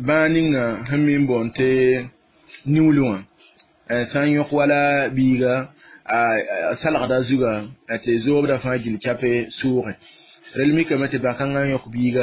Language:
Mossi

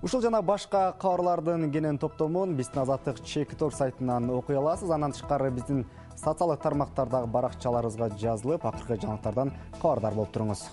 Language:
Kyrgyz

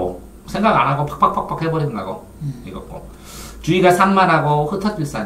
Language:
Korean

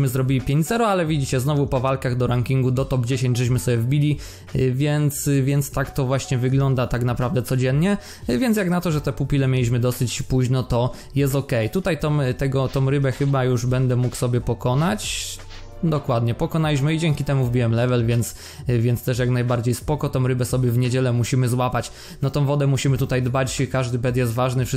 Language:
Polish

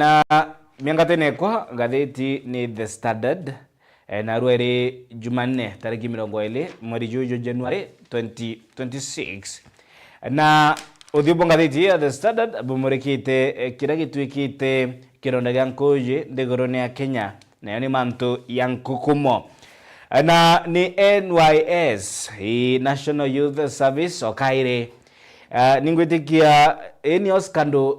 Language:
Meru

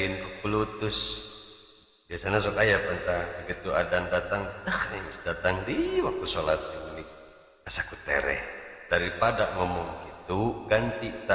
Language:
Sundanese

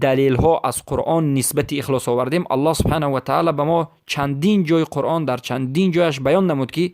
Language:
Persian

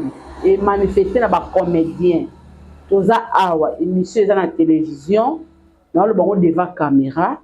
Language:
Lingala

